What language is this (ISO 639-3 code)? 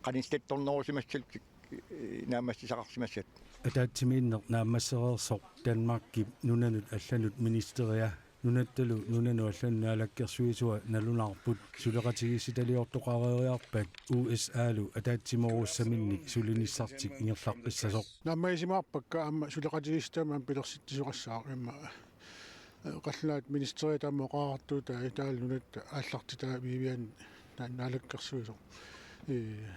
kal